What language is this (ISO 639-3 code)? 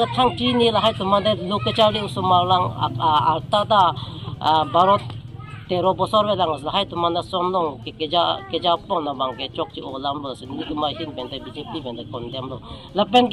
mjw